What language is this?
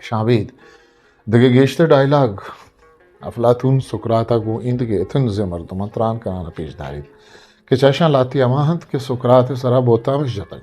Eastern Balochi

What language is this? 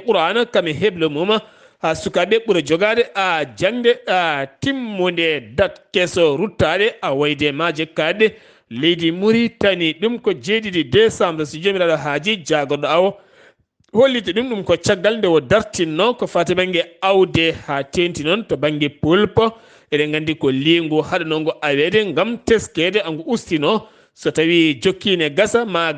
Fula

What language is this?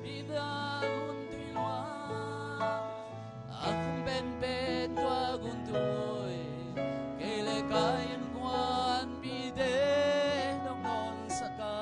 Tedim Chin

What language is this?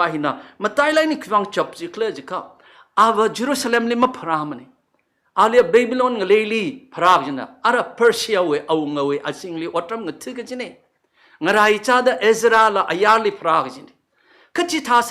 Tangkhul Naga (India)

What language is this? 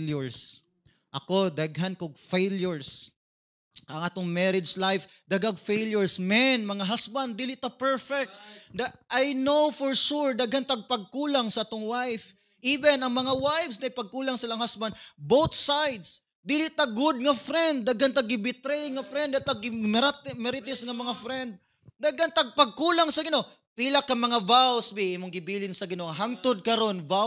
Cebuano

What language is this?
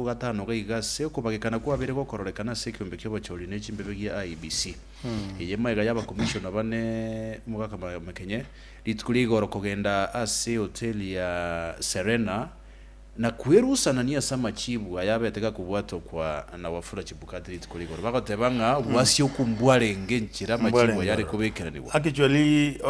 Gusii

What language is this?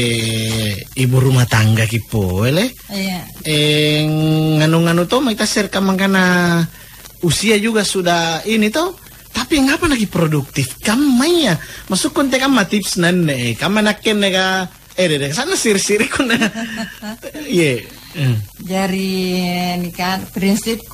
Makasar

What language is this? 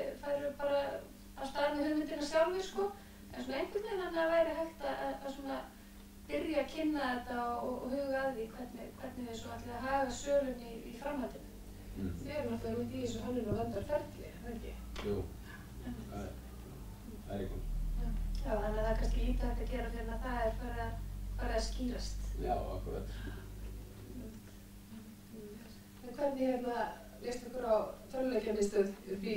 Icelandic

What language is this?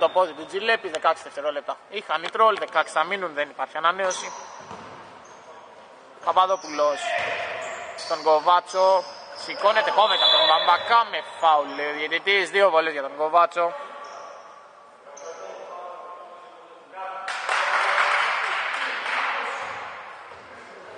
Greek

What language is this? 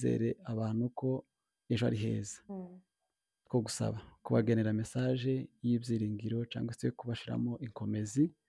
Kinyarwanda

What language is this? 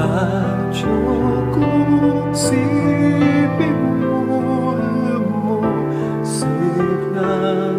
Pampanga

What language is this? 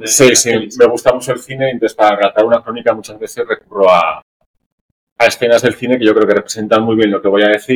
Spanish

